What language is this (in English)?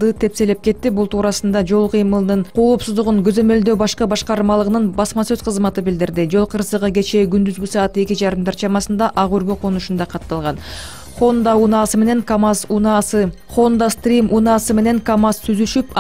Kyrgyz